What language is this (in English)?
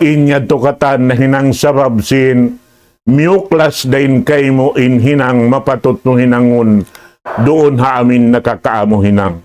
Tausug